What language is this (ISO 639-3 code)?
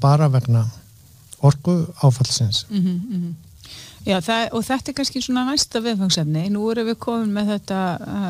isl